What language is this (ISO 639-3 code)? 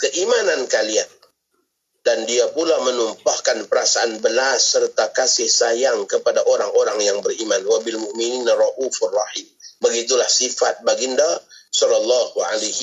msa